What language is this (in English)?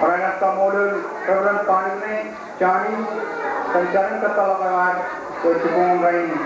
Marshallese